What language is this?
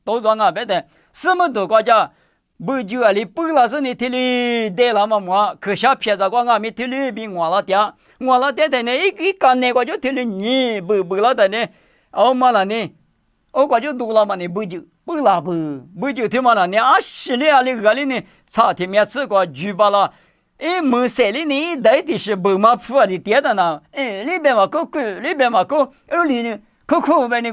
Lisu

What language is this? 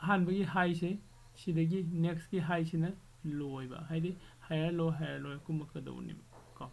Manipuri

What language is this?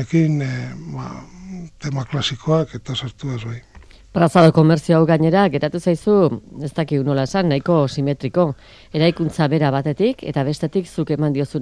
Basque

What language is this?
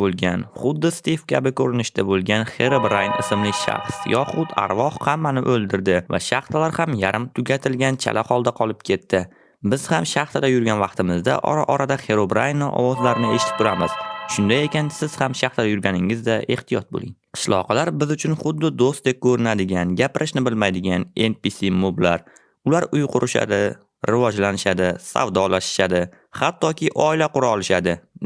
Uzbek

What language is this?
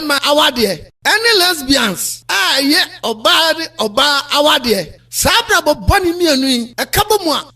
Akan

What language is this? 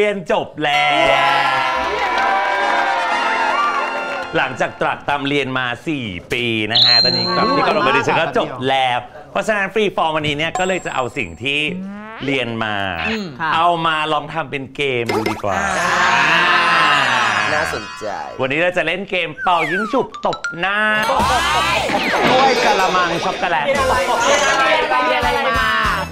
Thai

